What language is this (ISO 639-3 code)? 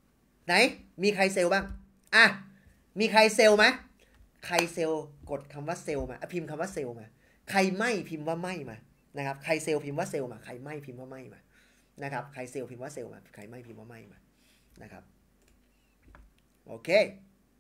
tha